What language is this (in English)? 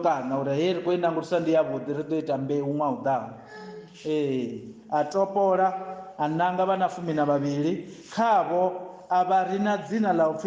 Venda